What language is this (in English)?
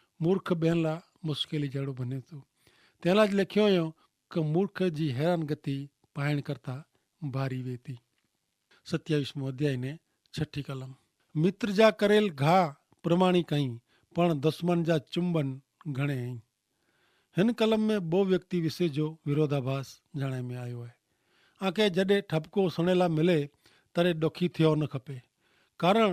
Kachhi